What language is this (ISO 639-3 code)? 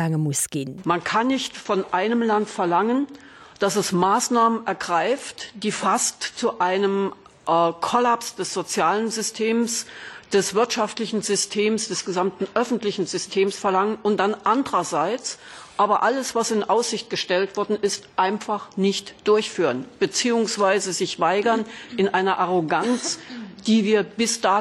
ltz